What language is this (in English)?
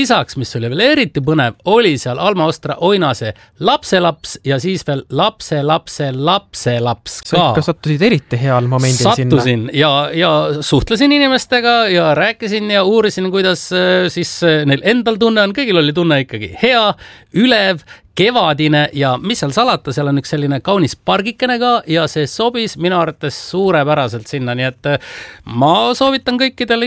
Estonian